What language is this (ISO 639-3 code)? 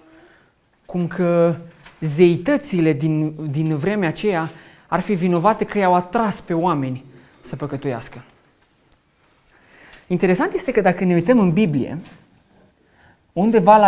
ron